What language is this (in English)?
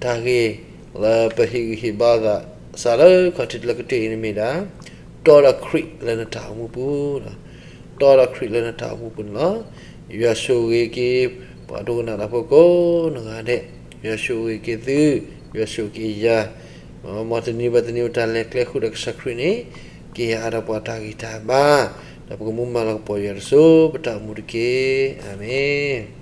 S'gaw Karen